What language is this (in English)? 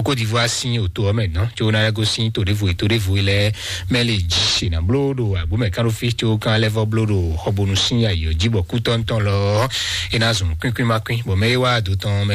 Fon